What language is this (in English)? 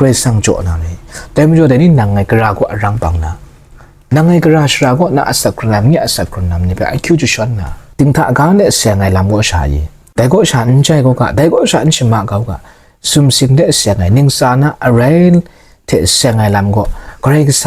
Kachin